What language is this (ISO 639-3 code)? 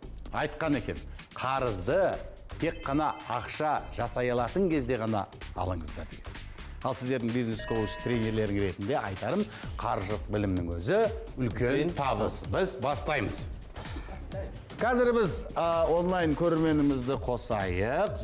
kaz